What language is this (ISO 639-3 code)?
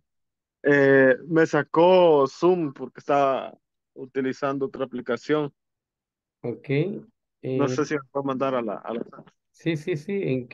spa